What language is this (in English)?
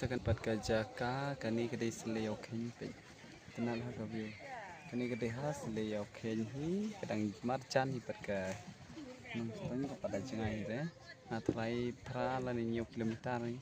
Khasi